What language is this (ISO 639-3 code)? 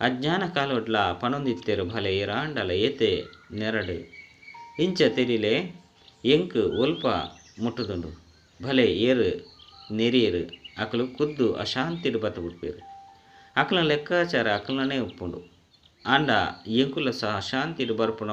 tcy